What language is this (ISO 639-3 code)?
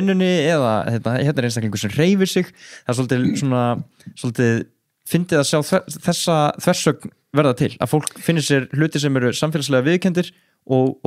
isl